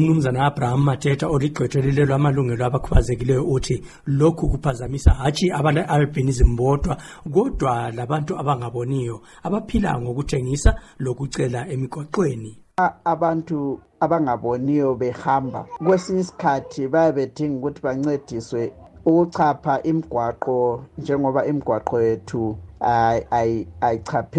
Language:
North Ndebele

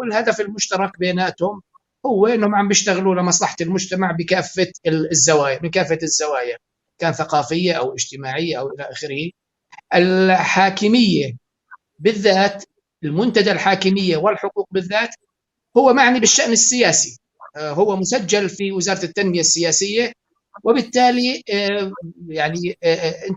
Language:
North Levantine Arabic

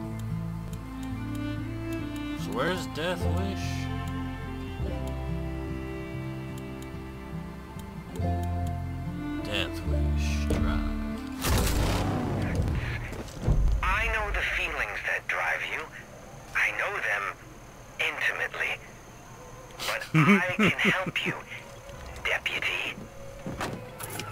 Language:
English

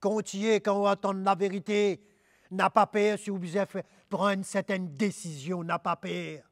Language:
Morisyen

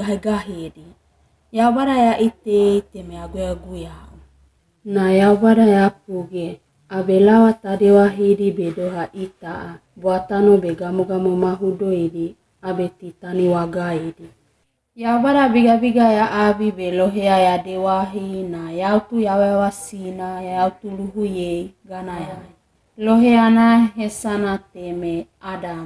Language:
Wagawaga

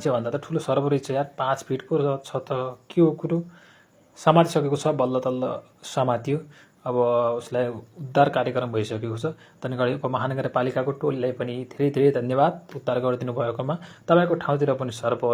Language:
Nepali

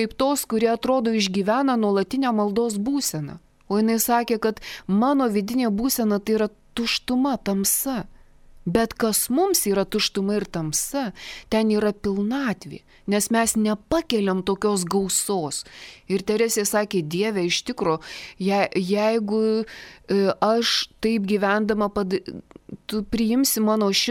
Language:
Lithuanian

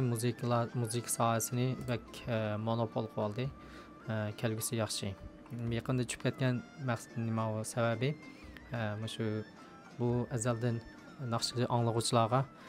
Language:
Uyghur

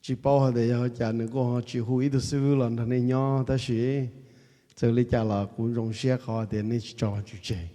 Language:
Hmong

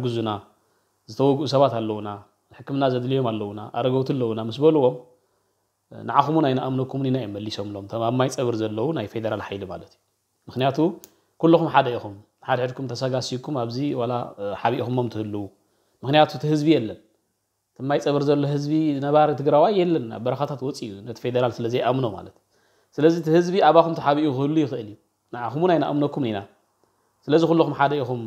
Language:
Tigrinya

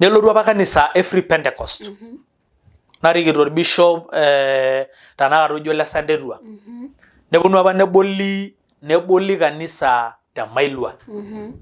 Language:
Masai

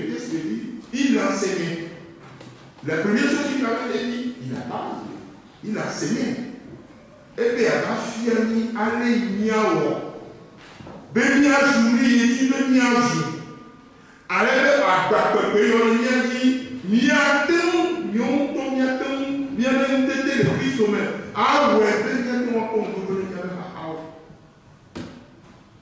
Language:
French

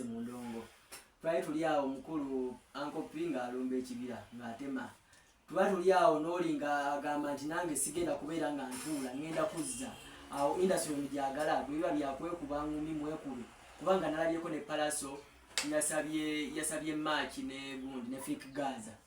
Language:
Ganda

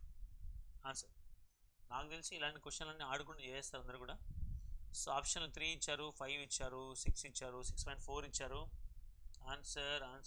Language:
Telugu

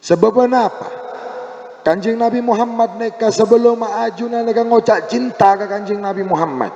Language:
Madurese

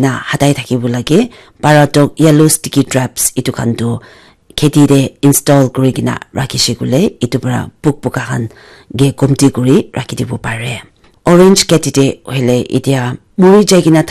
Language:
Naga Pidgin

